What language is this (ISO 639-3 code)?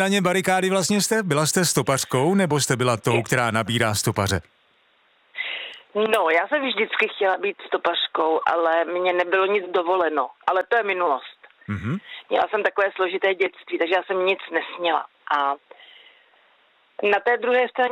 ces